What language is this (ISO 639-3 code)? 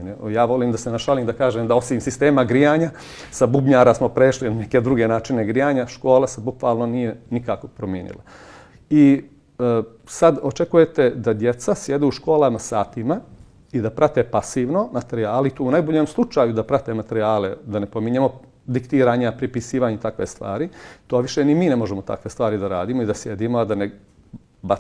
bos